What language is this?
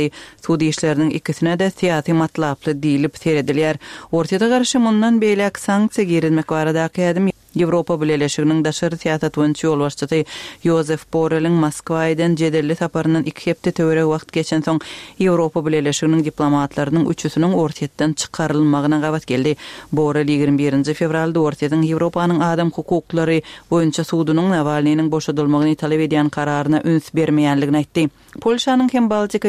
Turkmen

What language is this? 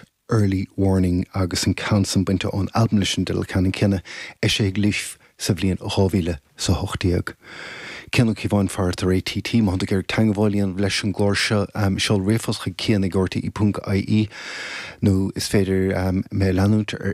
Irish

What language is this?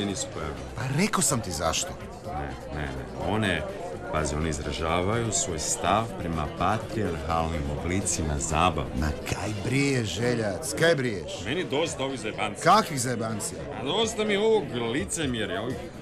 Croatian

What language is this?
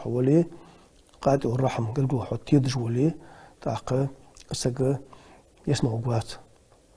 Ingush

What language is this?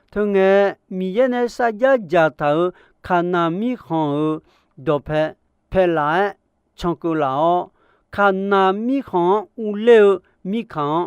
Akha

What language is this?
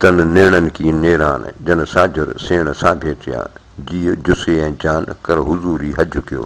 Sindhi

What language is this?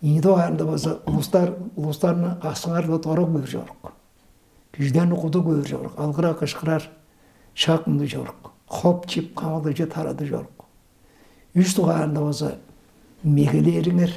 Tuvinian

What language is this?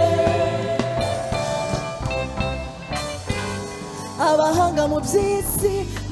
Kinyarwanda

